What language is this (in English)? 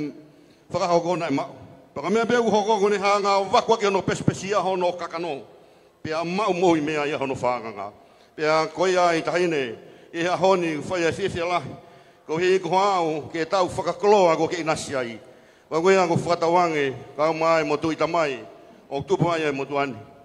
Tongan